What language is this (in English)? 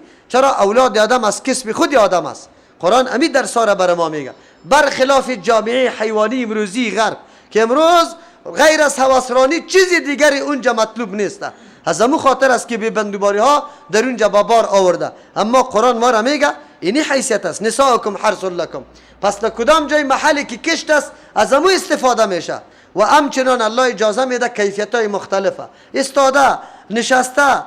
Persian